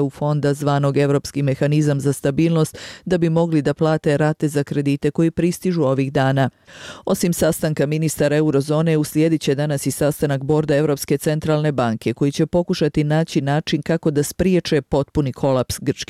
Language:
Bosnian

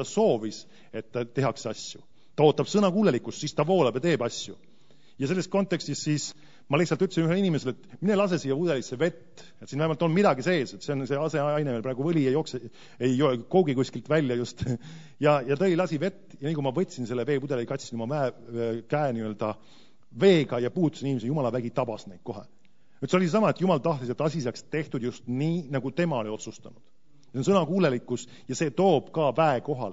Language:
Estonian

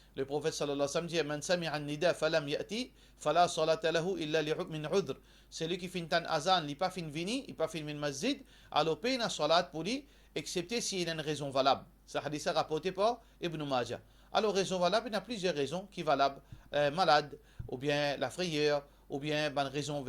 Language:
Morisyen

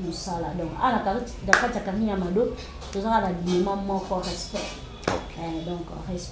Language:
Lingala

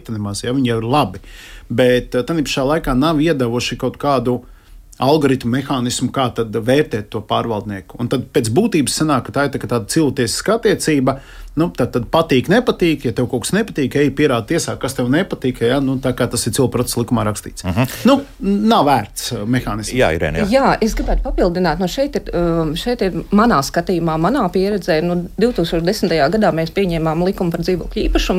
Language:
Latvian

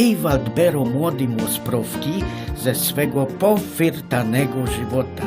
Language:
Silesian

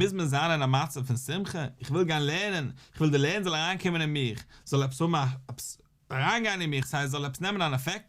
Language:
Yiddish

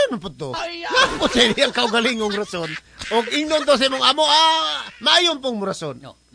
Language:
Cebuano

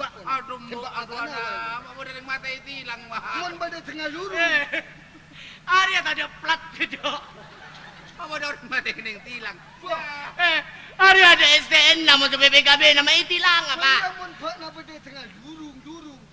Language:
Madurese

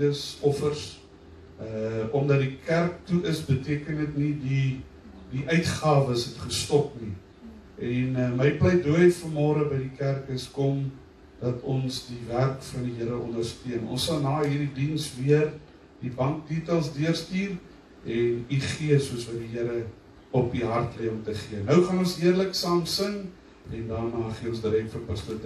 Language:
Afrikaans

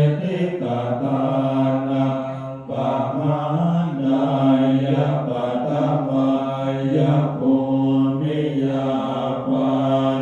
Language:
Pali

